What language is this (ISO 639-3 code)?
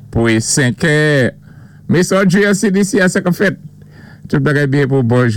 acf